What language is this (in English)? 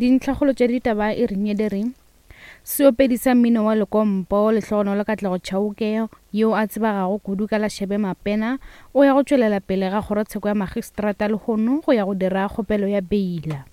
Northern Sotho